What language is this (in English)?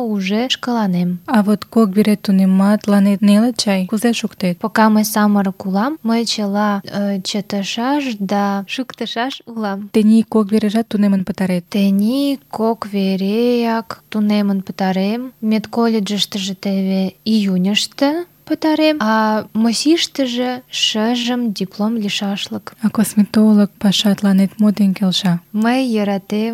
Mari